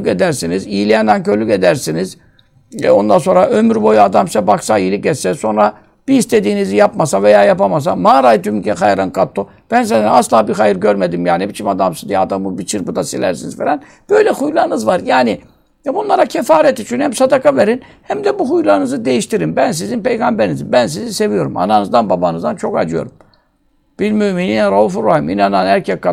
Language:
Turkish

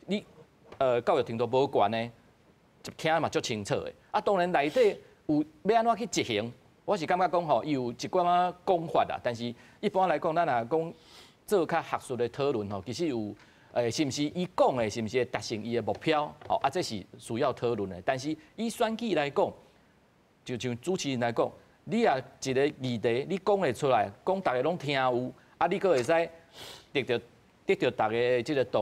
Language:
Min Nan Chinese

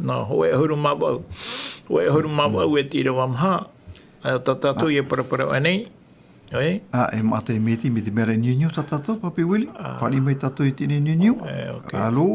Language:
Tahitian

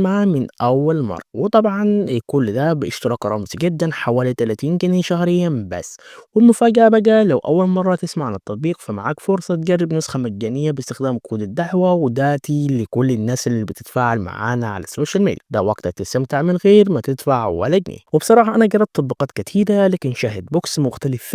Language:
Egyptian Arabic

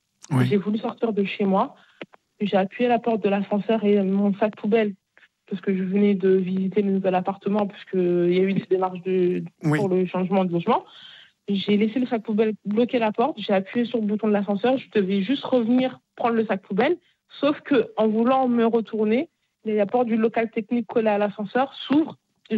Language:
French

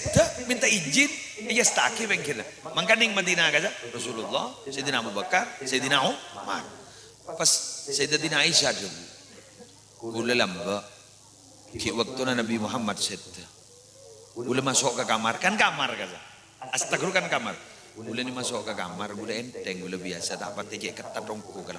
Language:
Madurese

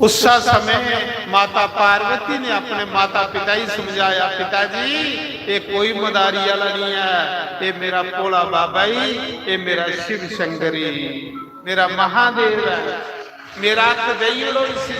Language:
Dogri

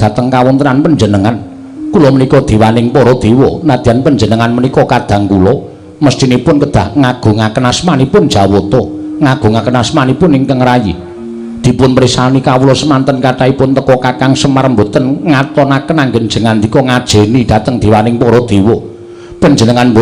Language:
Javanese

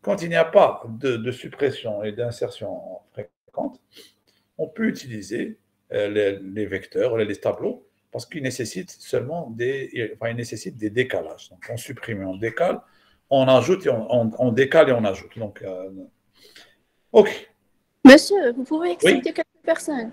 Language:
French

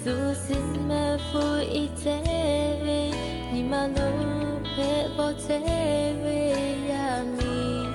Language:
Lahu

